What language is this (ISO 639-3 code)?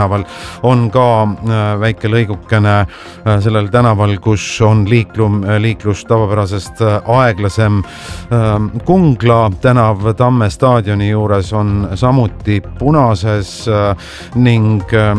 est